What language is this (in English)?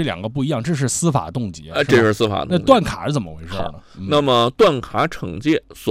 Chinese